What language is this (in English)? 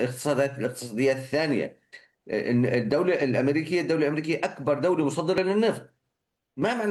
Arabic